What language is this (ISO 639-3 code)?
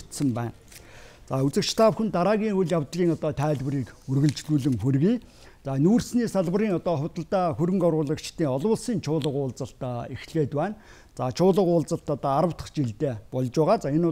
mon